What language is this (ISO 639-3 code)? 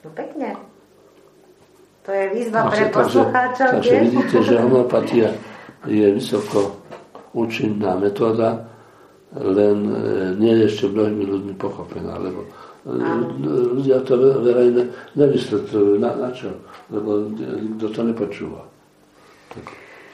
slk